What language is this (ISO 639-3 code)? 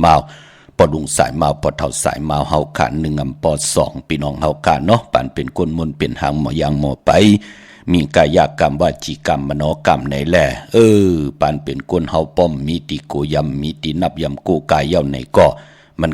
shn